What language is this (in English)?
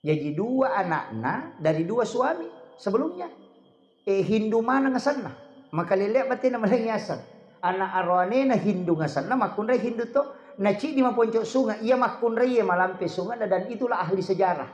Buginese